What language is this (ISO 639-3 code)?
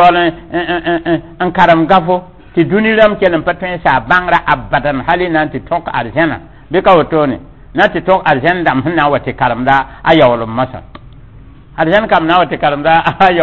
mos